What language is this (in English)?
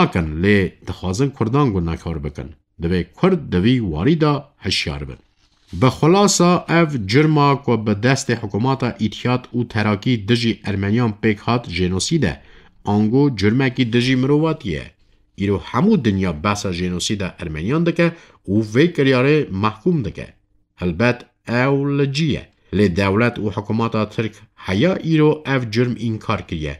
Kurdish